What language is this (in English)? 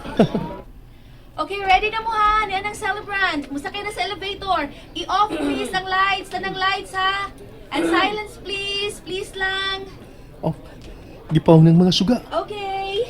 Cebuano